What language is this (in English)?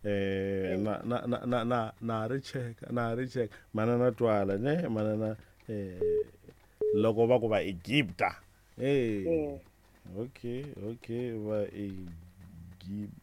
Tsonga